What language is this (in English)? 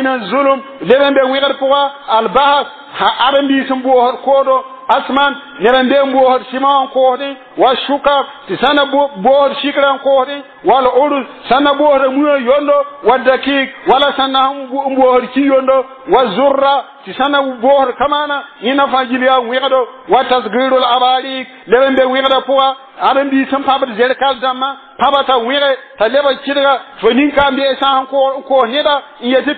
Mossi